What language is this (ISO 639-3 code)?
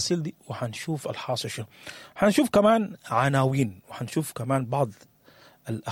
apd